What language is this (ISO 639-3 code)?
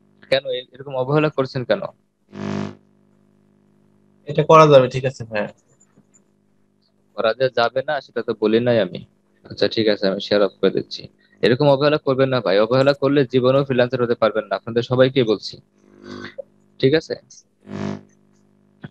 ben